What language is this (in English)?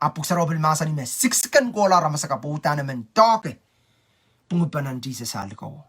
Pohnpeian